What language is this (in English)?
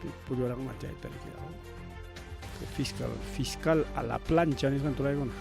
Ayacucho Quechua